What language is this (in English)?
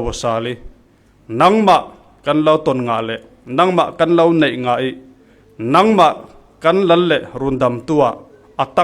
Falam Chin